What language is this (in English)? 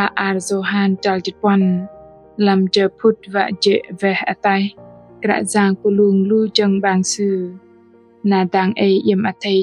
Bahnar